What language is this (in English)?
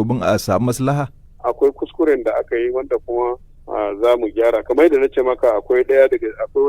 Hausa